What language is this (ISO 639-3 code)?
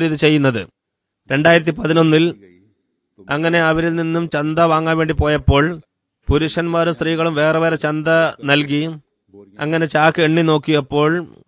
mal